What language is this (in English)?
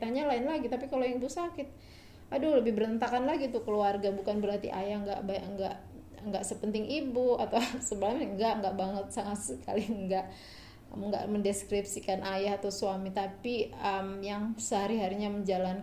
Indonesian